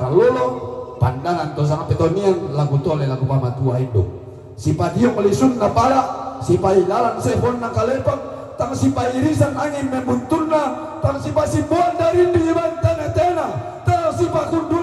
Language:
Toraja-Sa'dan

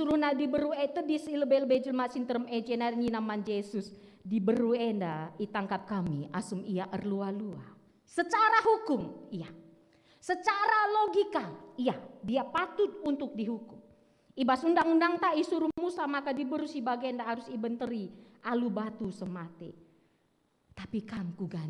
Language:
Batak Karo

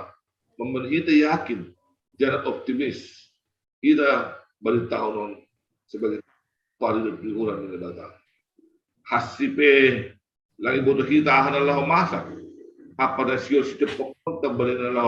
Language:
Batak Simalungun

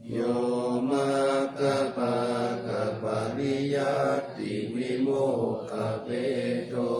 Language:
Pali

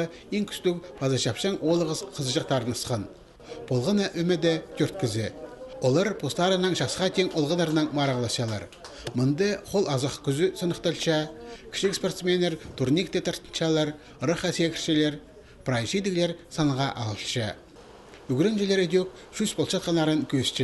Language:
Khakas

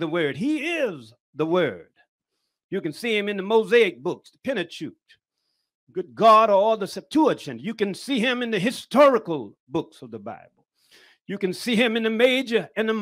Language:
English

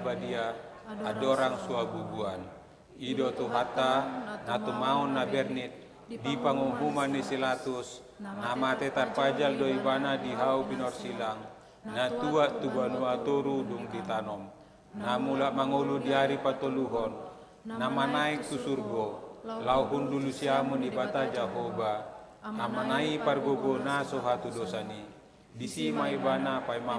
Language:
Batak Toba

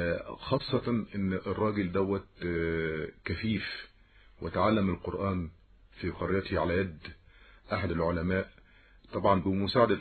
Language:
Egyptian Arabic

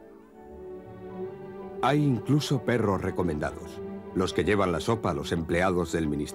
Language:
Spanish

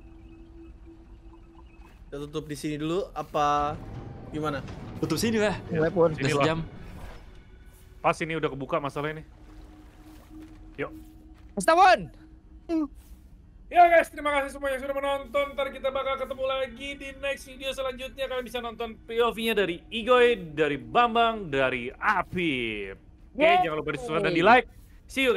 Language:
Indonesian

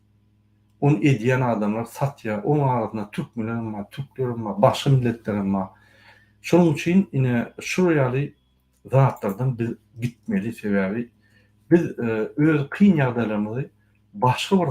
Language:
Turkmen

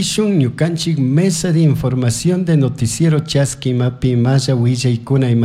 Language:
Chimborazo Highland Quichua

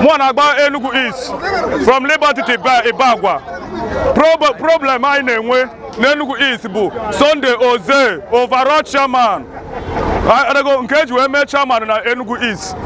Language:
Igbo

